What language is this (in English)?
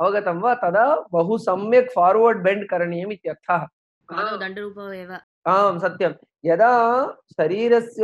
Sanskrit